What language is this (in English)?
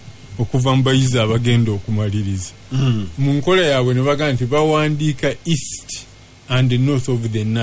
Ganda